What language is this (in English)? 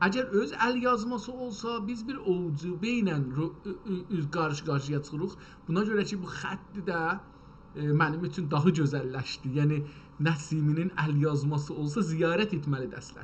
South Azerbaijani